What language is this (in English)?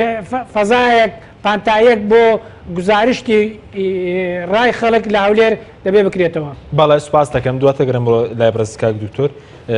Central Kurdish